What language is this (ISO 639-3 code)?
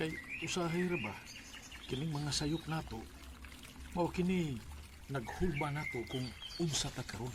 ceb